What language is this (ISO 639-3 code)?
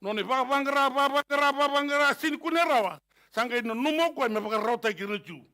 fij